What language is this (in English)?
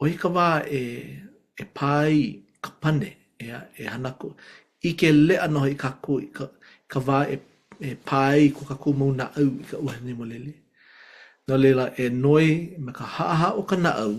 Hawaiian